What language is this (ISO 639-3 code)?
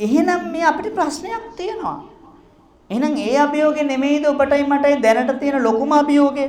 sin